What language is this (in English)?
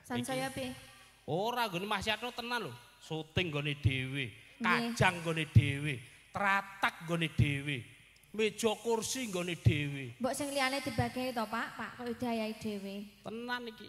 Javanese